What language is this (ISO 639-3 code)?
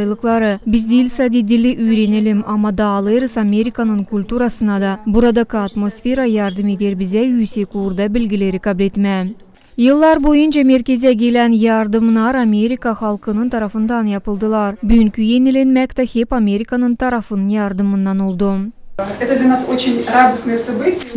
gag